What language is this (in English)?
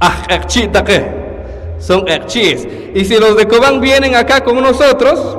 Poqomchi'